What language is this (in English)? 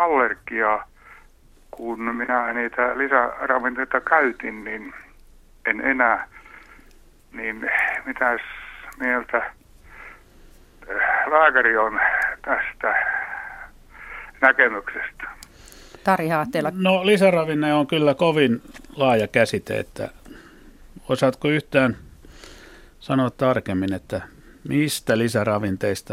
Finnish